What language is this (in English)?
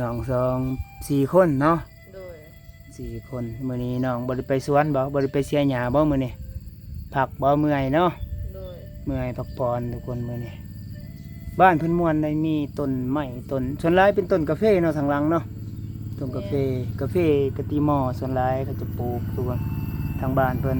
Lao